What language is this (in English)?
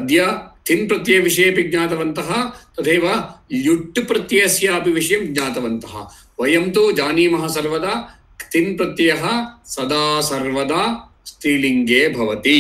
Sanskrit